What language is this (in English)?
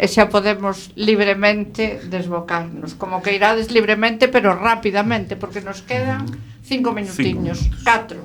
Galician